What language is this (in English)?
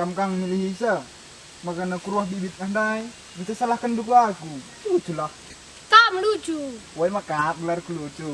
Batak Karo